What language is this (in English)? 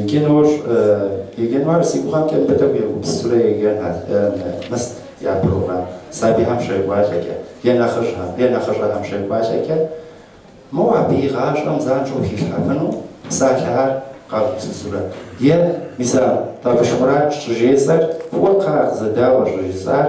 Kabardian